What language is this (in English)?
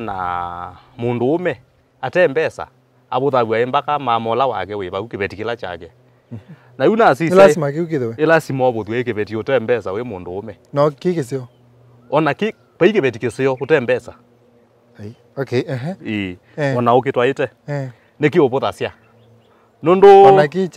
Kamba